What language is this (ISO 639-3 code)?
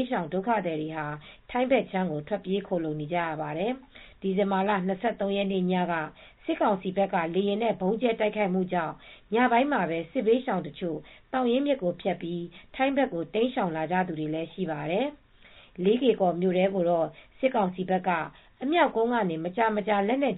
mya